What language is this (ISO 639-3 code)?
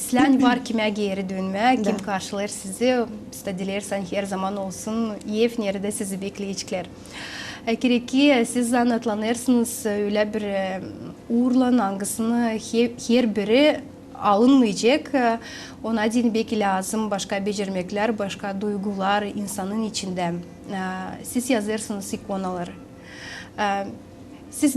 gag